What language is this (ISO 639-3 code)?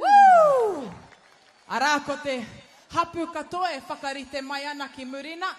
mri